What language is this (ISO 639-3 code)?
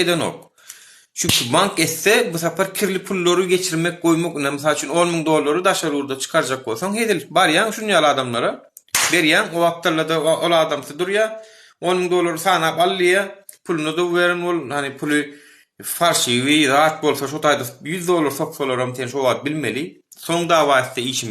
tuk